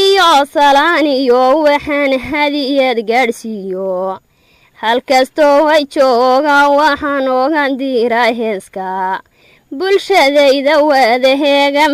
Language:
Somali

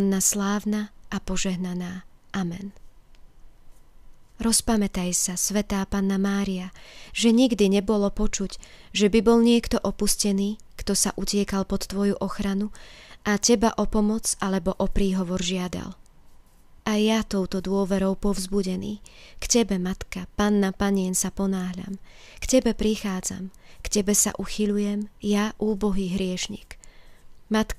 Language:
Slovak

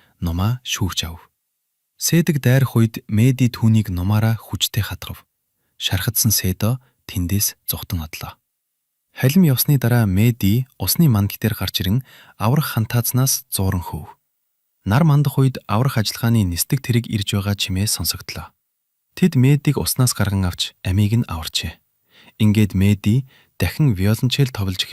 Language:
Mongolian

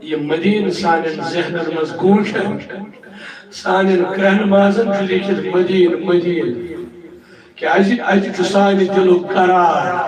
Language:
Kashmiri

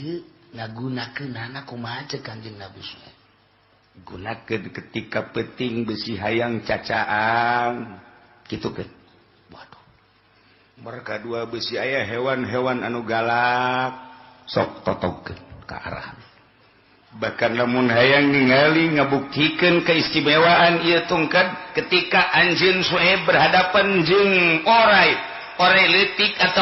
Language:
Sundanese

